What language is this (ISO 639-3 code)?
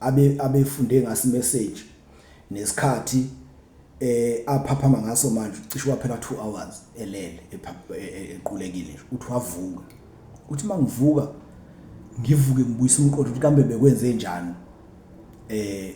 zul